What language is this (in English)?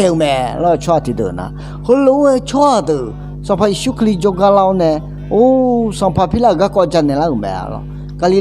Akha